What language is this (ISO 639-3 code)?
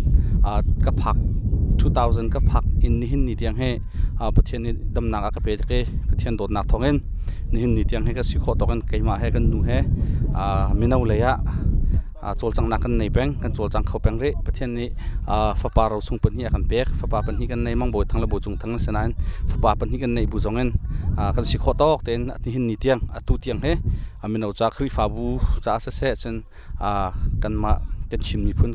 cnh